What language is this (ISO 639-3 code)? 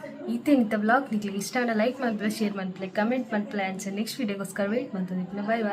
tcy